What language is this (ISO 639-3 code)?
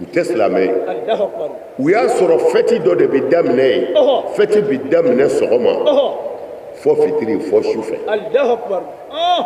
bam